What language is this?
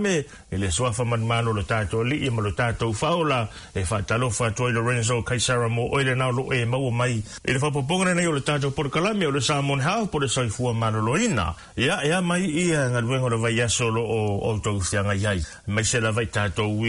Samoan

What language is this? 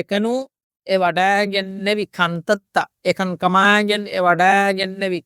Divehi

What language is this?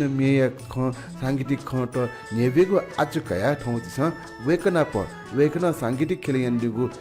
Newari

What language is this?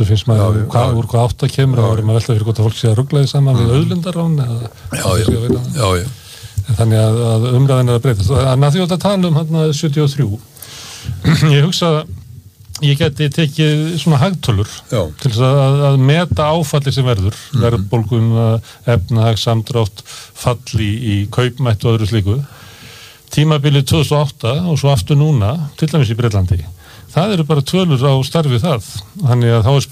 Icelandic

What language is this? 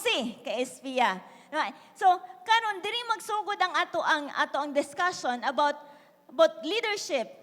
Cebuano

